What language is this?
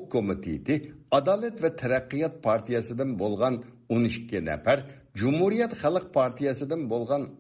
Uyghur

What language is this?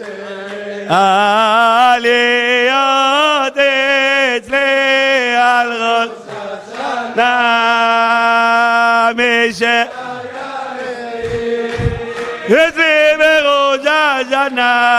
Hebrew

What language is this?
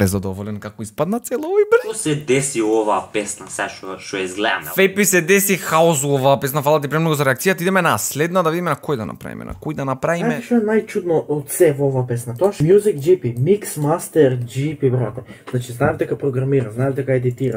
Macedonian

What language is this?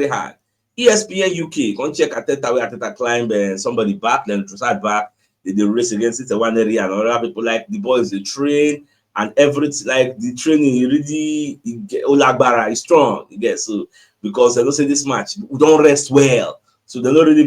Nigerian Pidgin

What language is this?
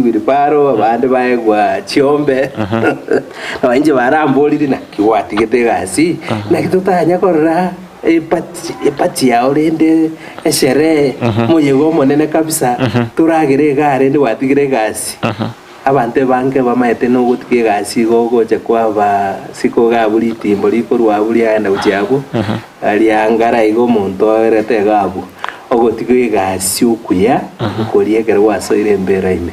Gusii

